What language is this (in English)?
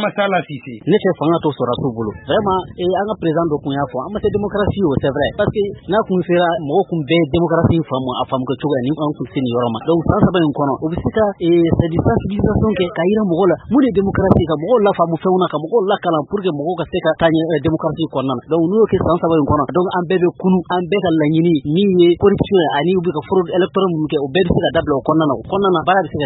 Bambara